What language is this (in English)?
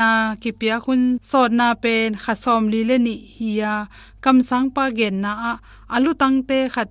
Tedim Chin